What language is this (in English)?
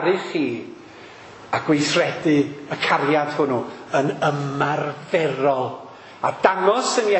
Welsh